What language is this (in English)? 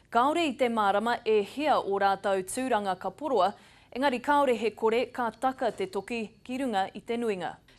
Māori